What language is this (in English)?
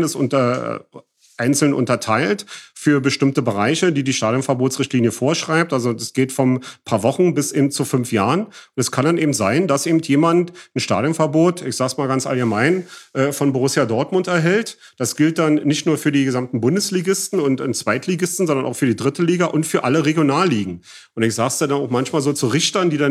German